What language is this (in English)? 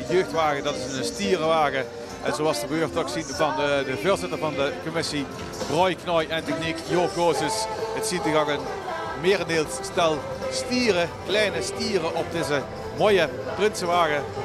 Limburgish